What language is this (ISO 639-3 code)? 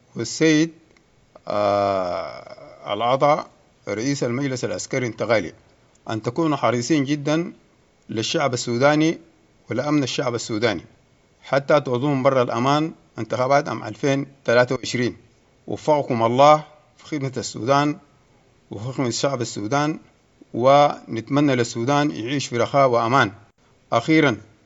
apd